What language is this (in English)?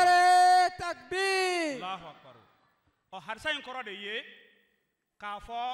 Bambara